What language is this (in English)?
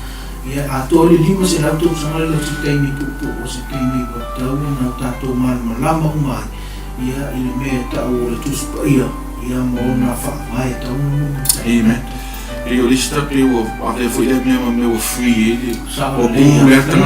Samoan